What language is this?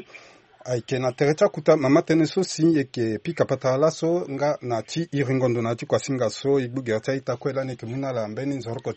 Sango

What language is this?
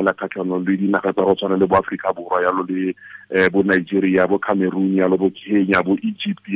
Tswana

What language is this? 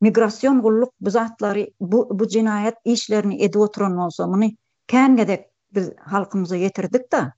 Turkmen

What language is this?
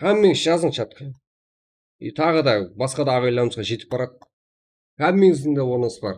Kara-Kalpak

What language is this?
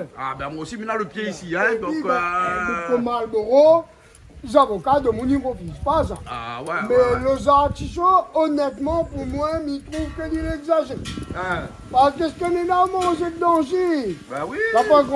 Réunion Creole French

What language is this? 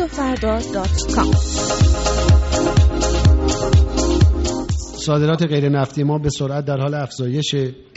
Persian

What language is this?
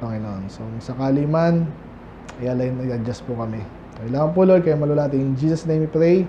Filipino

